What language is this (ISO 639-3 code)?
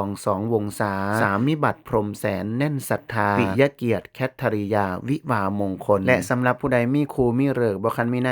tts